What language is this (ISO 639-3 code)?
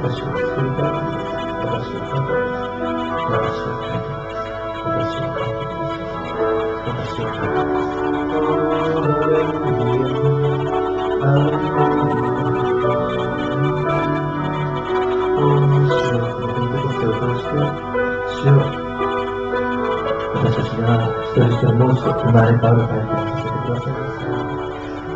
jpn